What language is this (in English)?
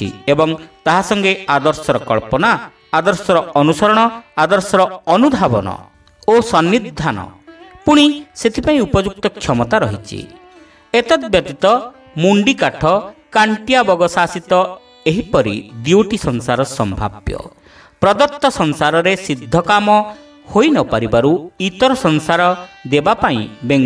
Odia